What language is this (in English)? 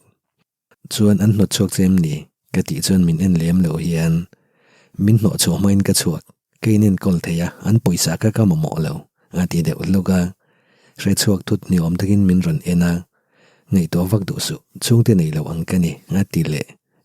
Mizo